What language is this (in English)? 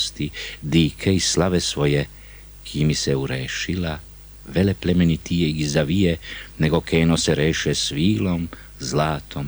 Bosnian